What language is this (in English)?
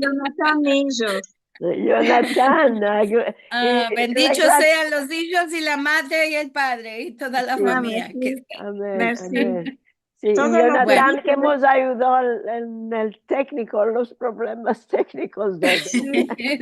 Ladino